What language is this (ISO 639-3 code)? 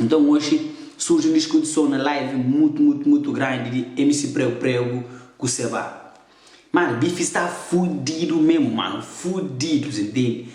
kea